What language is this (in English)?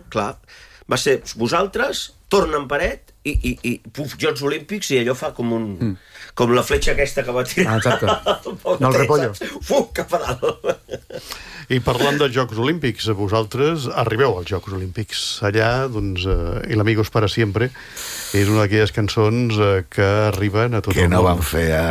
Catalan